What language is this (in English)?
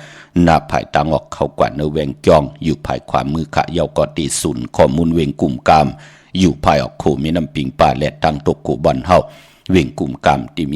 Shan